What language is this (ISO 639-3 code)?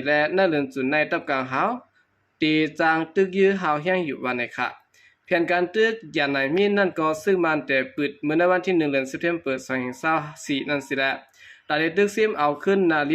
shn